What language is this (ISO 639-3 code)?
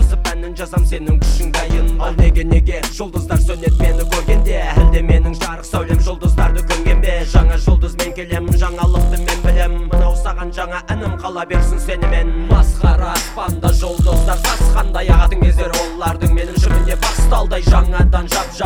kaz